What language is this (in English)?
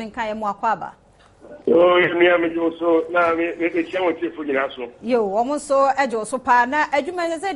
Akan